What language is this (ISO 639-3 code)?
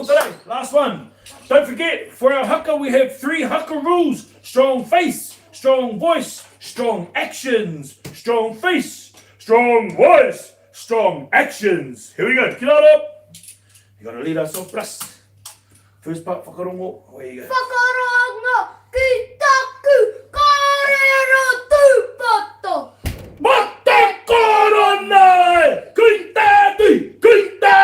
mri